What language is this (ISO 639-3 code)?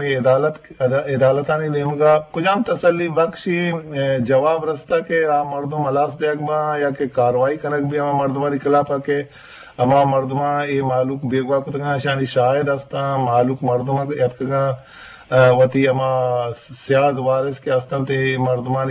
bgp